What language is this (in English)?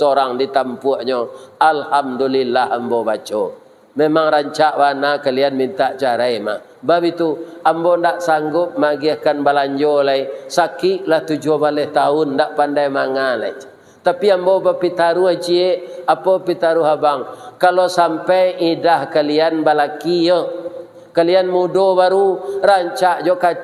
Minangkabau